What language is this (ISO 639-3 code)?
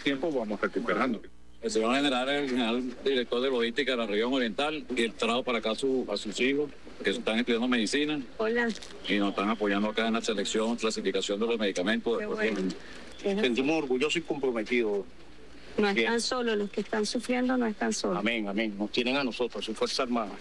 spa